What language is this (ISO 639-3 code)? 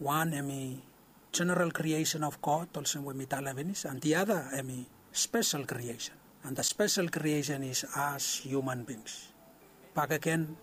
bis